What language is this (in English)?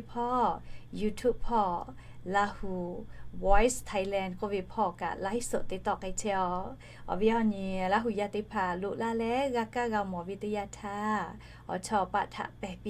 Lahu